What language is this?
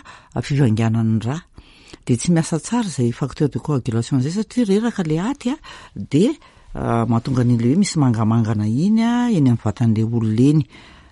Malagasy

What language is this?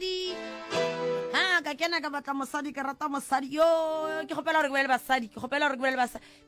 Northern Sotho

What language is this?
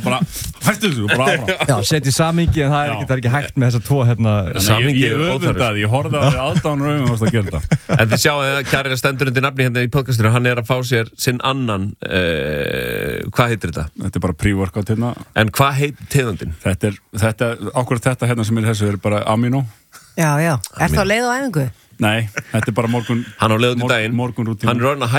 Icelandic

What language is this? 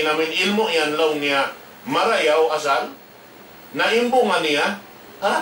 Tausug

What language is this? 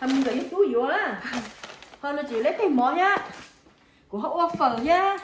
Hmong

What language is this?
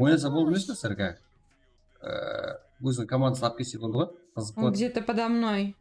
Kara-Kalpak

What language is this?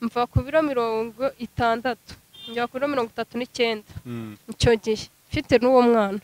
Kinyarwanda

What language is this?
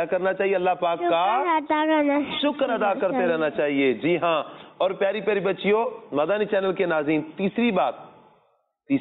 Urdu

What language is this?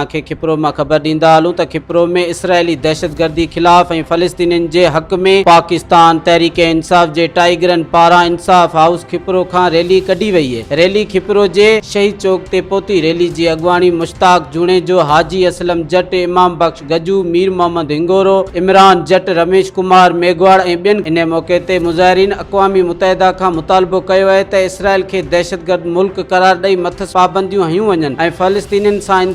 Sindhi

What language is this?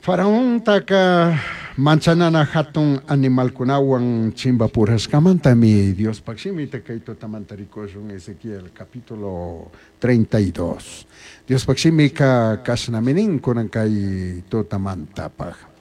Chimborazo Highland Quichua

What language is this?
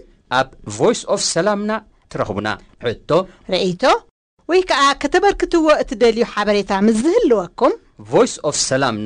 Tigrinya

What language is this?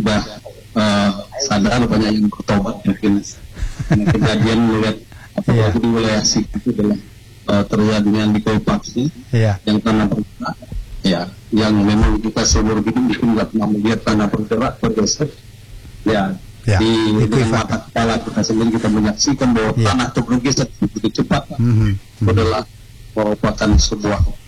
Indonesian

